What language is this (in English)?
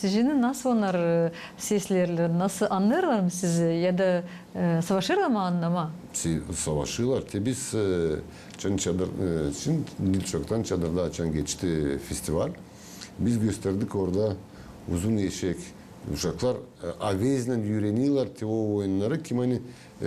Gagauz